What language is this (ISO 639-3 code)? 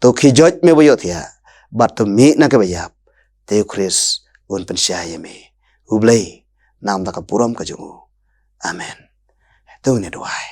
kha